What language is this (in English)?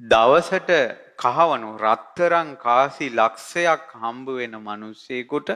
Sinhala